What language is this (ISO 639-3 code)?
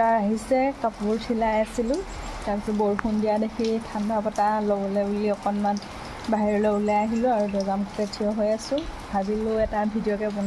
asm